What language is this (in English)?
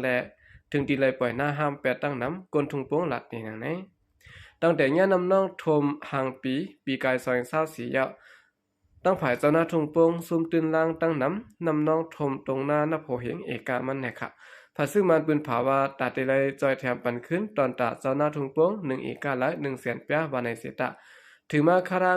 Shan